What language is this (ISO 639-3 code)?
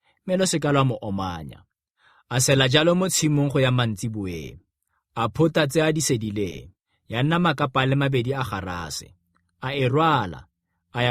tsn